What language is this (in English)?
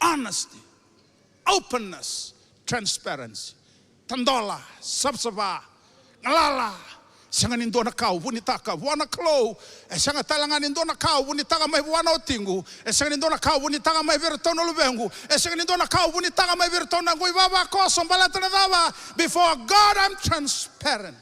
Fijian